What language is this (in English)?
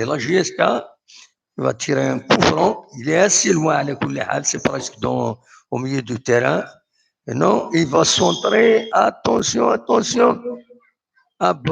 Kabyle